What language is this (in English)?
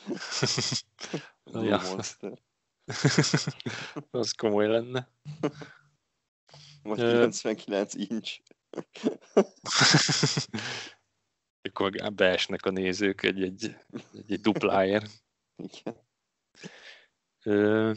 Hungarian